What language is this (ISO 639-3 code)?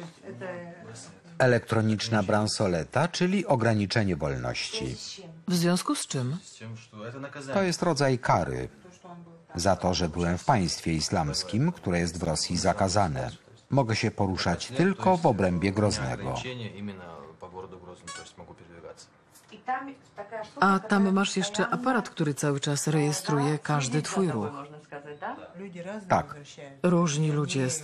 pol